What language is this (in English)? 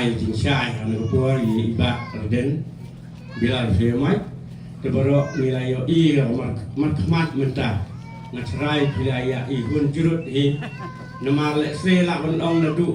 Khasi